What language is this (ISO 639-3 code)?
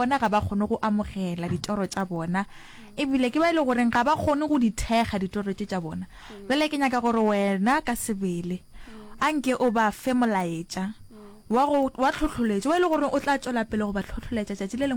nso